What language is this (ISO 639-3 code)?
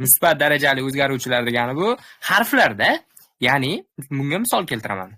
uzb